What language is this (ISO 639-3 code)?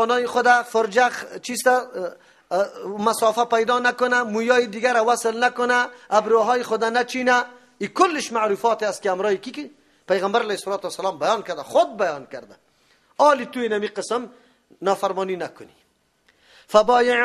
fas